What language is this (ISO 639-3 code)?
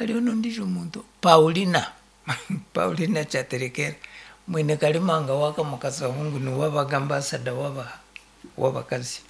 nyn